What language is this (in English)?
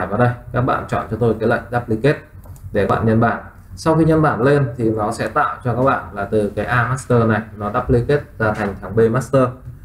Vietnamese